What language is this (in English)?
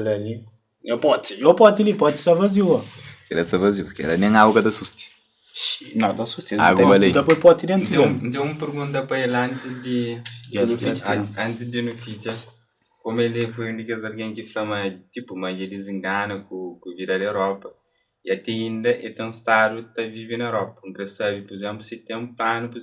Kabuverdianu